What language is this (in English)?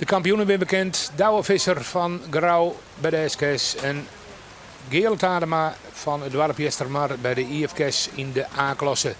Western Frisian